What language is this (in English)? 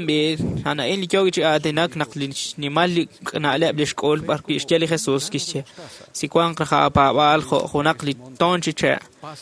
Kekchí